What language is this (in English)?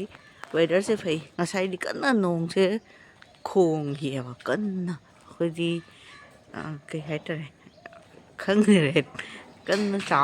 Manipuri